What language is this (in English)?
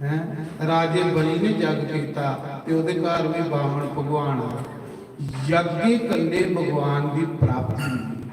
Dogri